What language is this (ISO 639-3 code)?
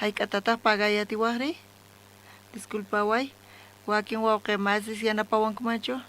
quh